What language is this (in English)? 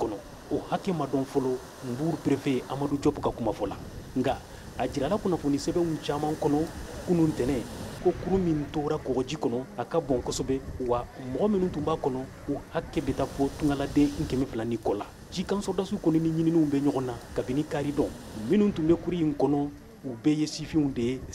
Bambara